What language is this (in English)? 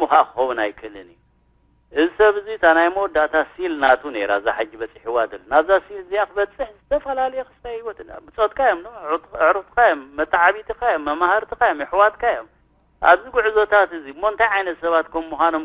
Tigrinya